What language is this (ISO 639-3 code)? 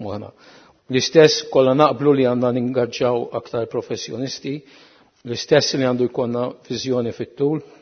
mlt